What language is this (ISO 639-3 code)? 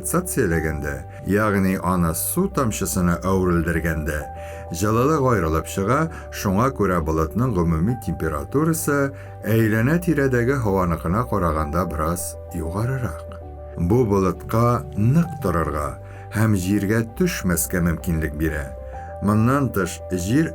tat